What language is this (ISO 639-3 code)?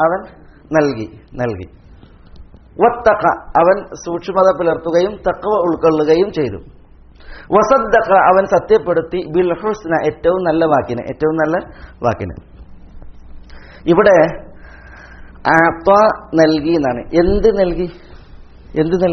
mal